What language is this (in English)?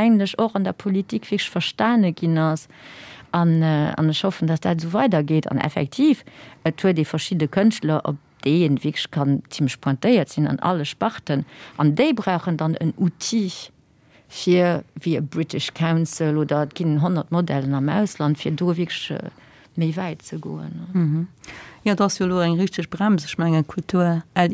Luxembourgish